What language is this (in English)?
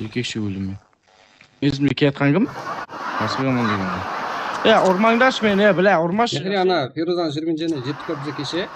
Kara-Kalpak